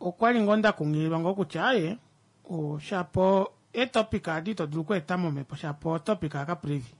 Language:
Kuanyama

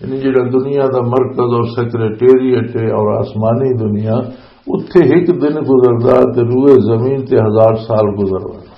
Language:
Western Panjabi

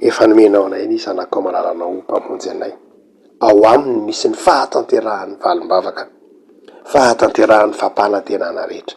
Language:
Malagasy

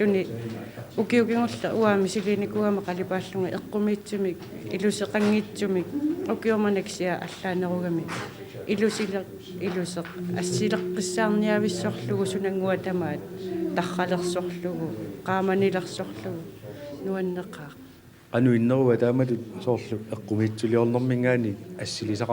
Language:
Kalaallisut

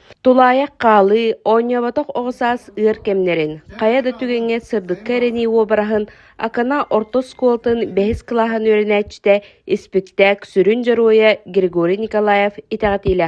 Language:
Yakut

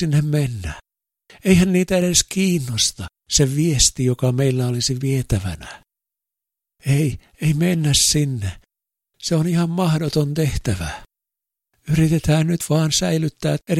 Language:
Finnish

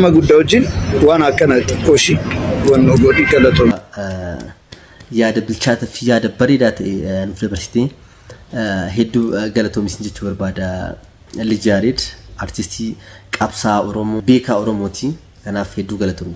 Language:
Oromo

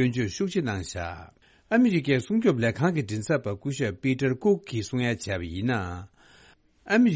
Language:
Tibetan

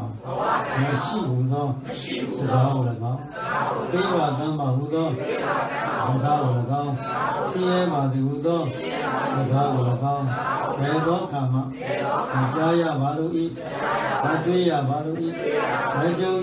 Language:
Burmese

